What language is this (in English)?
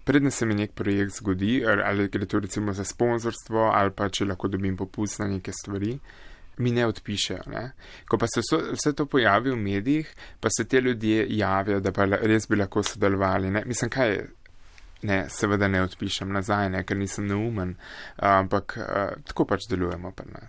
Slovenian